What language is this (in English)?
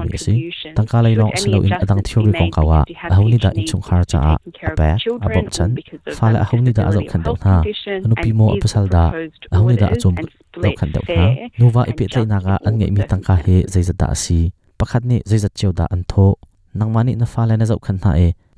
Hakha Chin